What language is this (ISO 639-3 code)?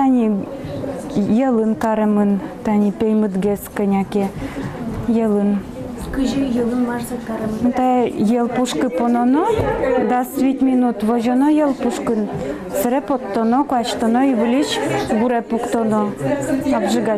udm